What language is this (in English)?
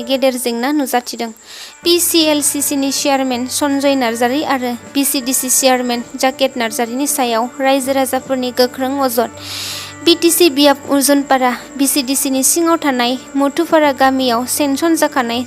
Bodo